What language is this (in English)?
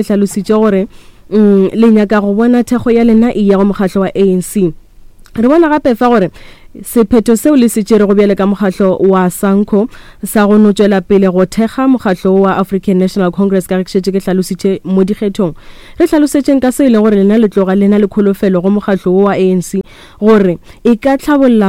Northern Sotho